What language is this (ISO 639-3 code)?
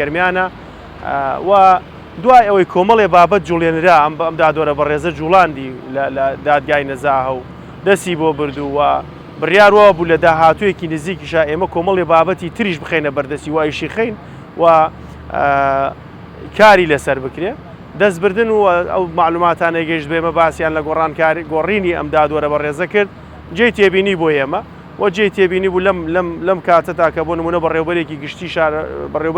ckb